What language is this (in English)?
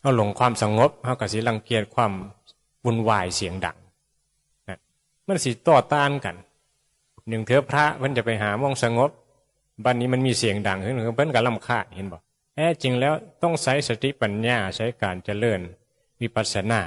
Northeastern Thai